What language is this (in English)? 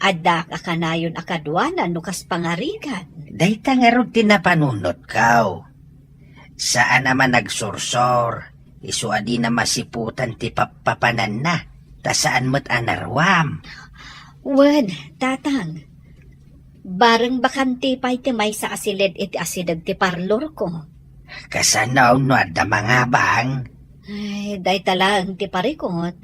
Iloko